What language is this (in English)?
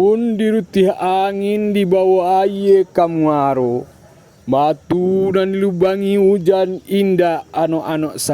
Minangkabau